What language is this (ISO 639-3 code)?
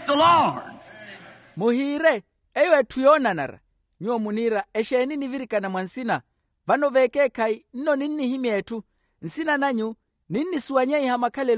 vmw